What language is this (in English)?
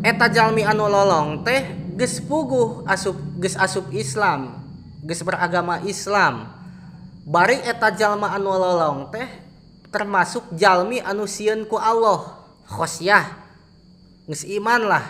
Sundanese